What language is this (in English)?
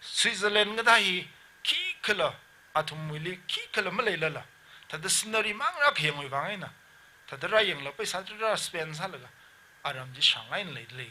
Tangkhul Naga (India)